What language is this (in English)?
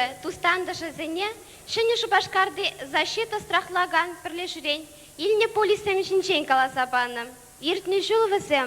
Chuvash